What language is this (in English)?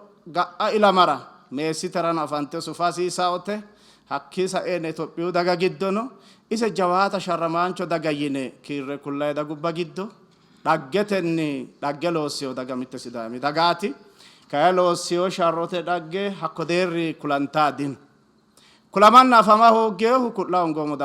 Sidamo